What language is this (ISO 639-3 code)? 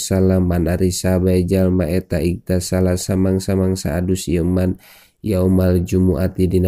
sun